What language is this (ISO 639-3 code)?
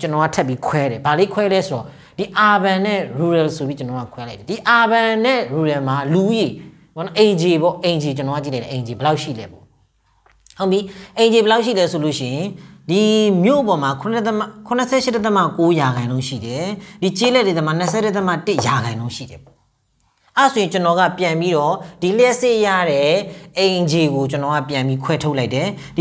mya